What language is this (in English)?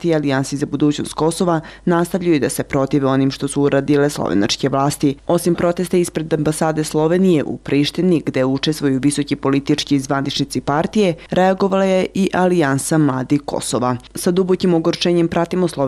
Serbian